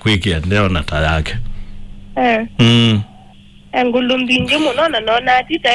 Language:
Kamba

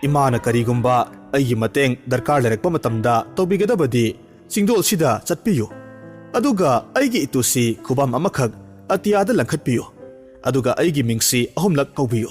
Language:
Manipuri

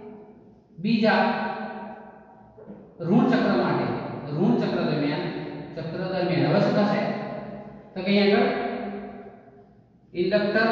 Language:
Gujarati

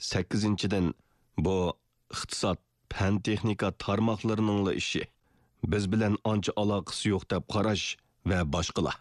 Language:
Uyghur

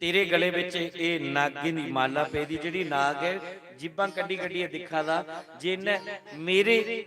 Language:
Dogri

